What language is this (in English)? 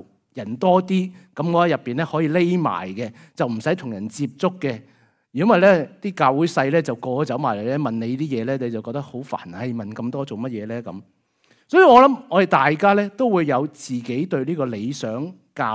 Cantonese